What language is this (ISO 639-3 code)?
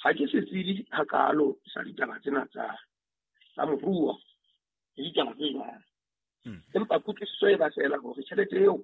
sot